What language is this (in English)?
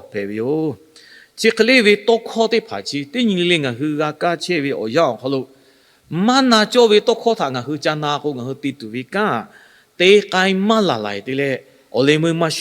Lahu